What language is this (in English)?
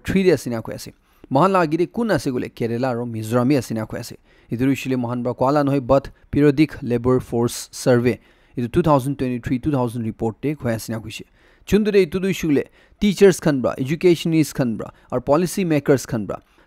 Naga Pidgin